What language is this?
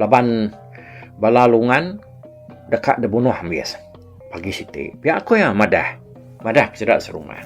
Iban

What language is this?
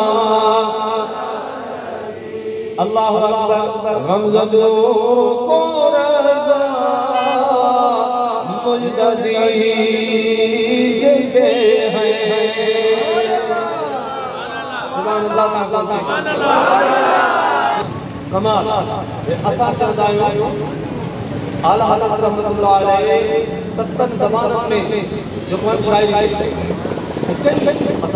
Urdu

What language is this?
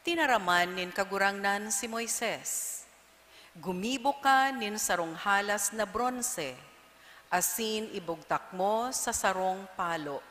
Bikol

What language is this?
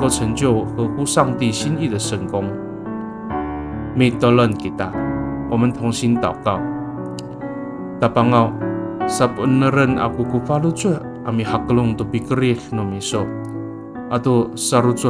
Amis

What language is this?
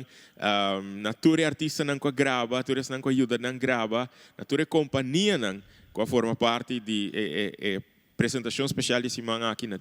Papiamento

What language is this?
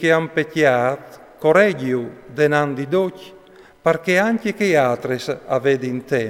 Friulian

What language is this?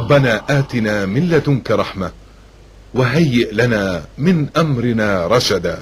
Wolof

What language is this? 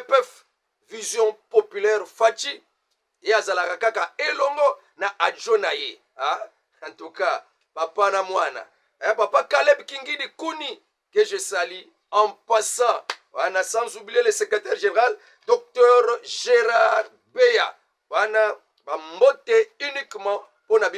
Lingala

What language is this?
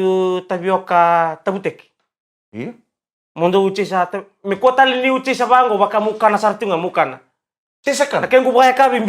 Fijian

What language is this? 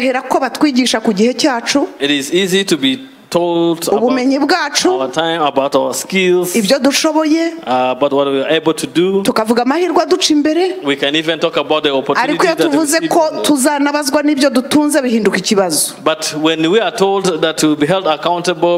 Kinyarwanda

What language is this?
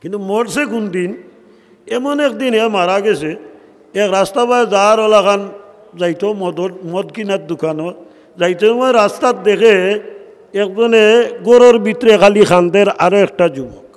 Sylheti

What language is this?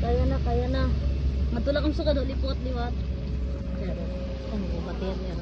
Waray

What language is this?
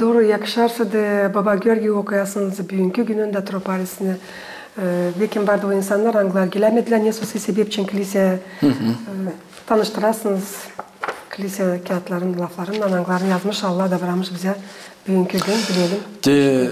Gagauz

